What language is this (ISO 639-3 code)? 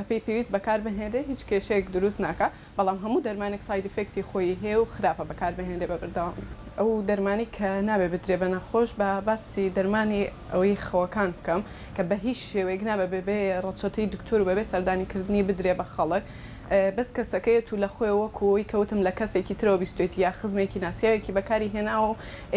ckb